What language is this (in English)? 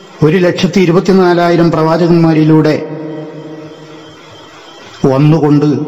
Malayalam